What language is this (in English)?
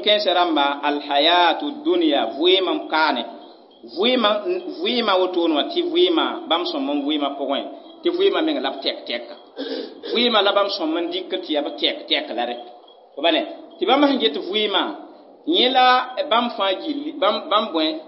Mossi